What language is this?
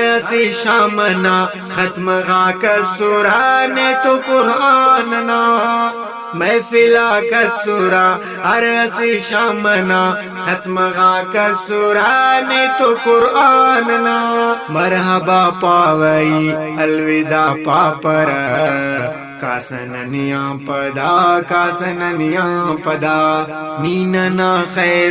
Brahui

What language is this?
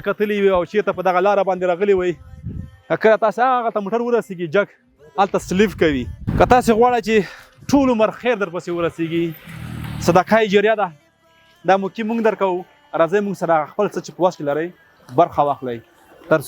Pashto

